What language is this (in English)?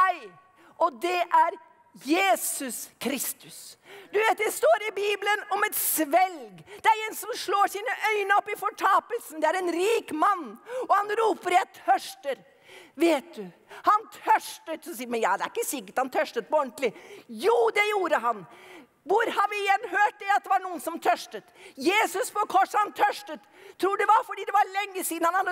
Norwegian